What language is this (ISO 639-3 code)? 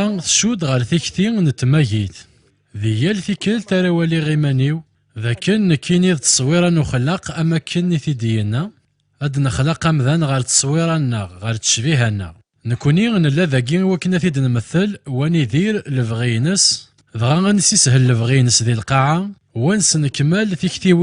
kab